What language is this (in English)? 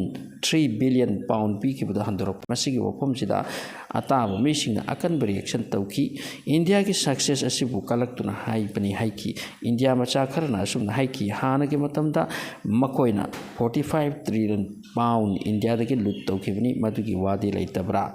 Manipuri